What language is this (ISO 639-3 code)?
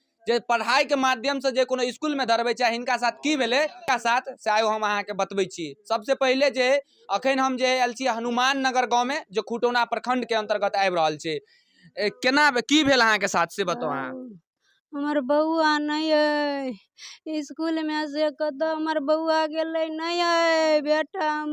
mai